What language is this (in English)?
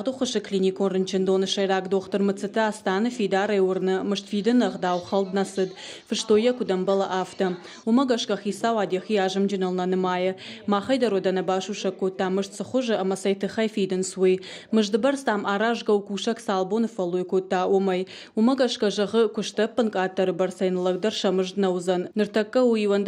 Ossetic